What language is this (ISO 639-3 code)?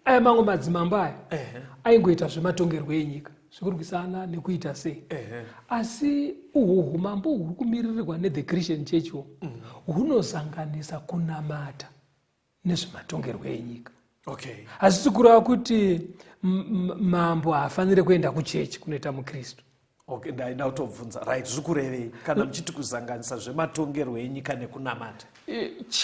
sna